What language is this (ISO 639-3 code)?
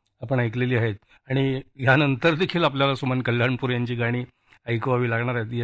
mar